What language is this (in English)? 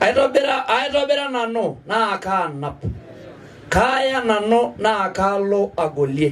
Masai